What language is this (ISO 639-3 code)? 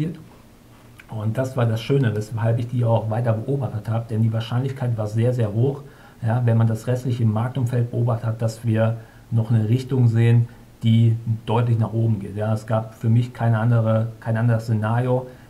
deu